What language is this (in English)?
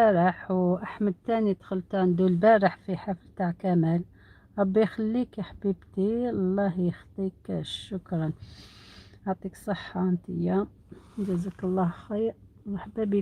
Algerian Arabic